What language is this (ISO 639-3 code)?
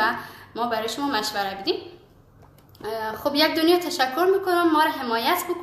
fas